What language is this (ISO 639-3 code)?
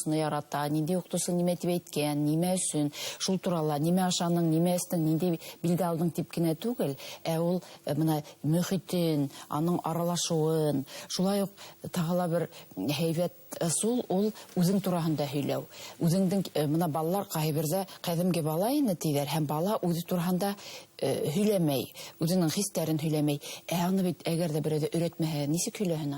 bak